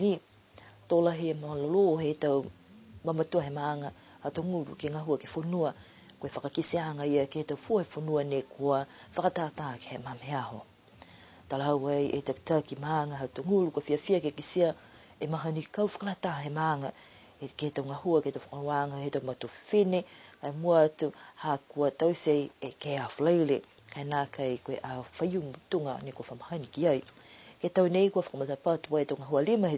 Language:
Niuean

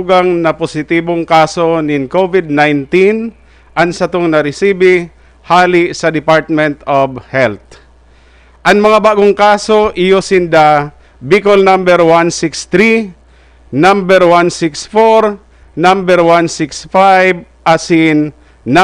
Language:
Bikol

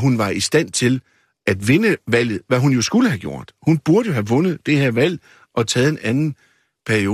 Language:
Danish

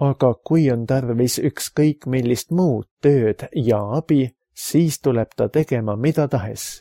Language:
Estonian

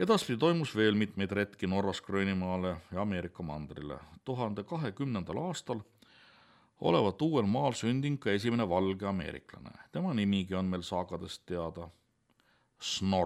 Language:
Estonian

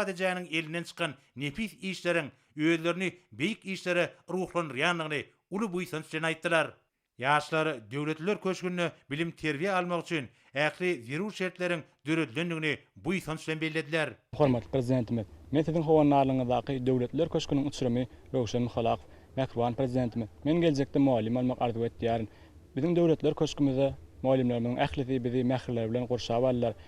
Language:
Turkmen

